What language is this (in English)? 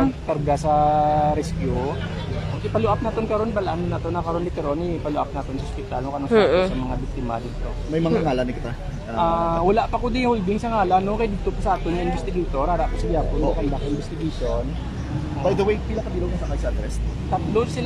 Hiligaynon